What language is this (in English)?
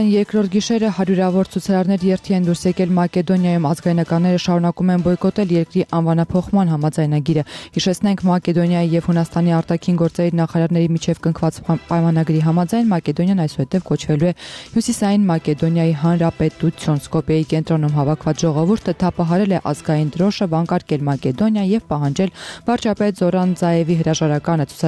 Armenian